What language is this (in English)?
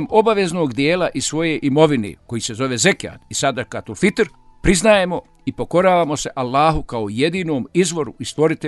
Bosnian